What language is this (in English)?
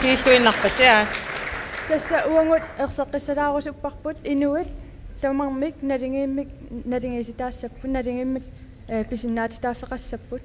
Kalaallisut